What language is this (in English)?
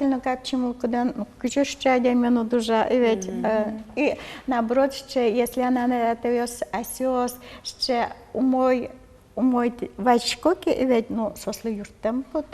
Udmurt